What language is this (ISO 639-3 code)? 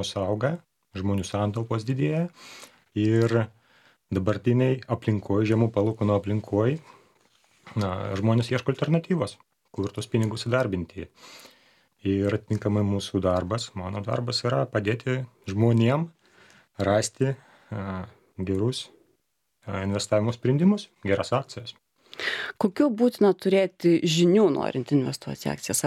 lit